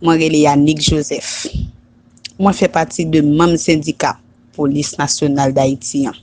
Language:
Haitian Creole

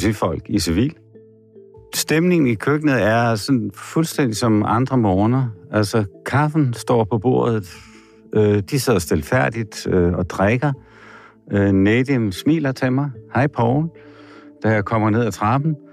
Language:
Danish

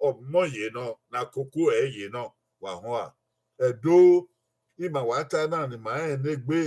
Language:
Bini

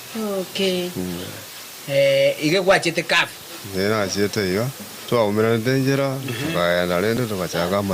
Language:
Gusii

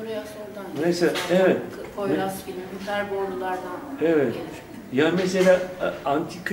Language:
Turkish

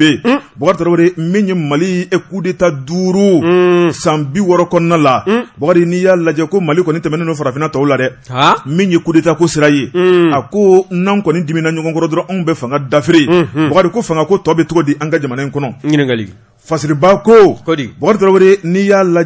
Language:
Bambara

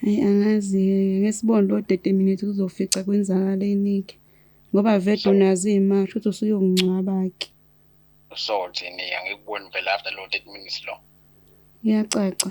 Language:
Zulu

